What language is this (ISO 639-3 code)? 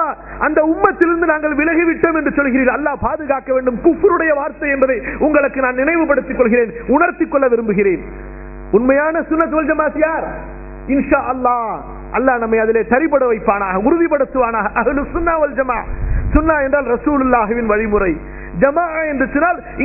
tam